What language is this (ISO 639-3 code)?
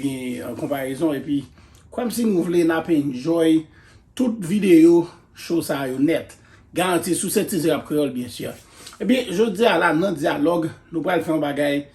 hat